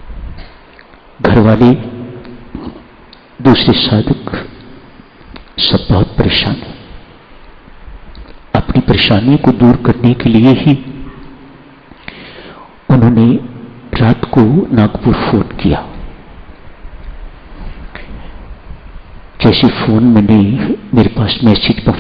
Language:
Hindi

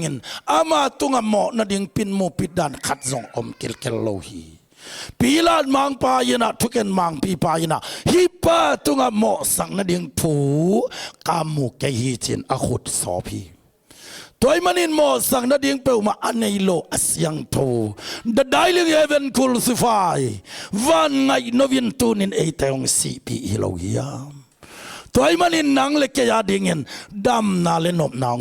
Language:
Tedim Chin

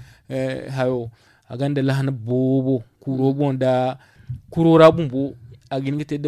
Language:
Zarma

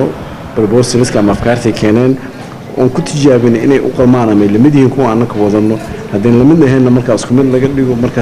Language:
Somali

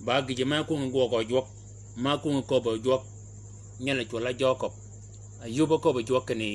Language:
Shilluk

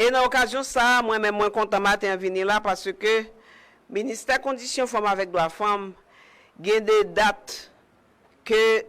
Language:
Haitian Creole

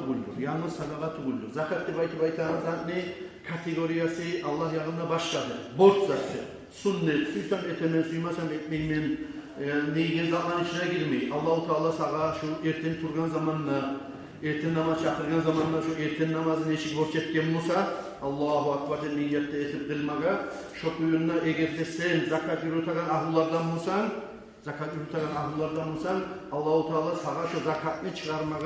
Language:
Kumyk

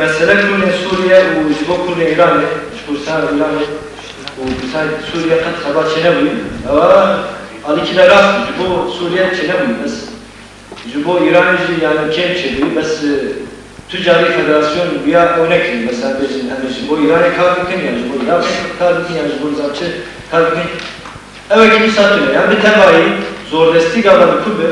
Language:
Kurdish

